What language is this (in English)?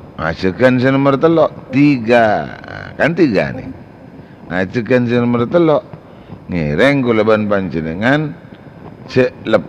Madurese